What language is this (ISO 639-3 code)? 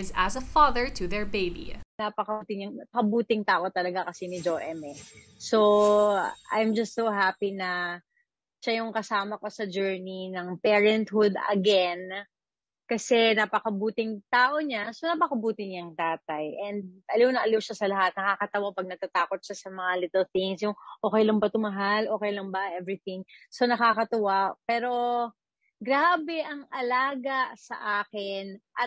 fil